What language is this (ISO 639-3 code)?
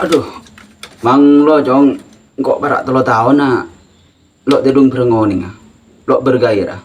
mad